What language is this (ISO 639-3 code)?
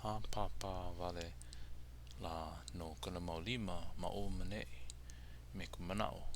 haw